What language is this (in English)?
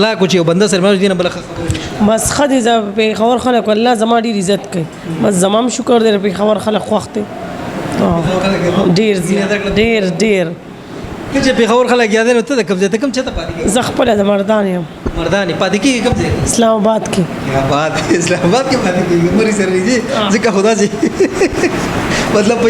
Pashto